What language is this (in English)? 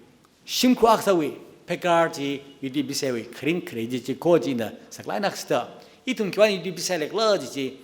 Tangkhul Naga (India)